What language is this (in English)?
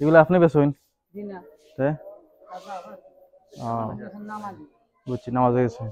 Sylheti